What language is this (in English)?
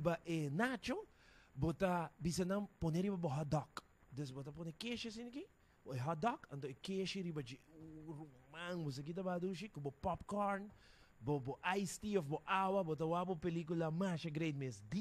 Papiamento